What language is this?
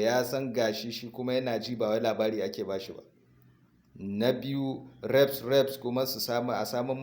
Hausa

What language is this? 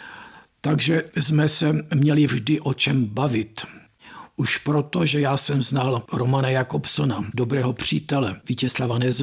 Czech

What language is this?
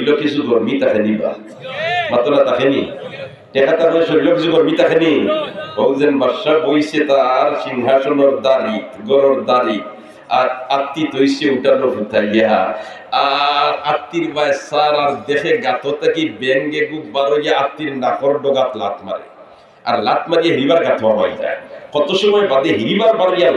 Sylheti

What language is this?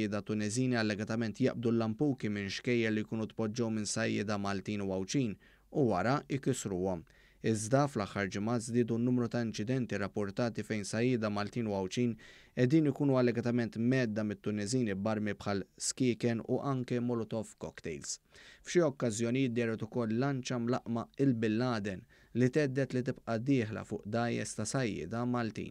Maltese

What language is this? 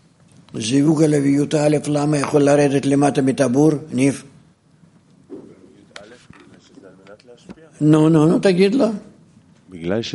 Hebrew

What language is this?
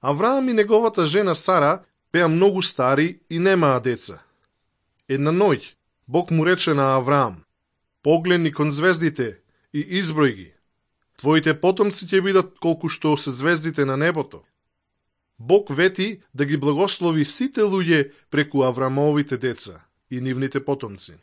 Macedonian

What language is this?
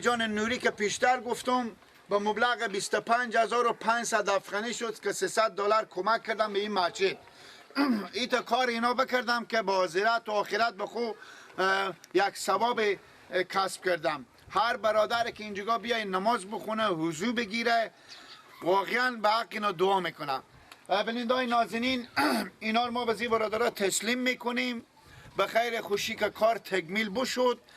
Persian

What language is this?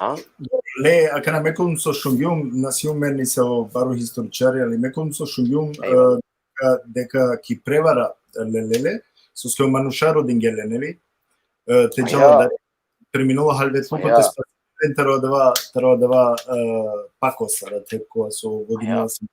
Balkan Romani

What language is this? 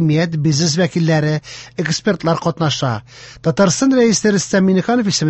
Tatar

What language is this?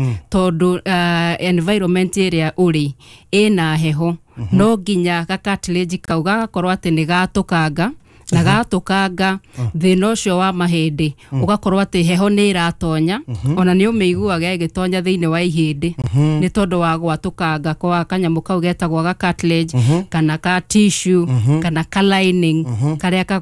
Kikuyu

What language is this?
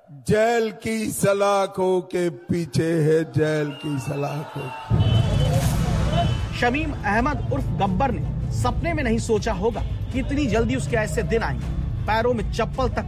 Hindi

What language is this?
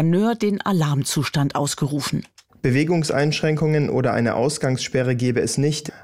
German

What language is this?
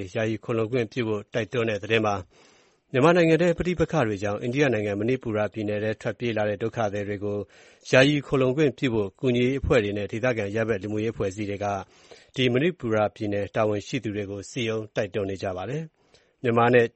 Burmese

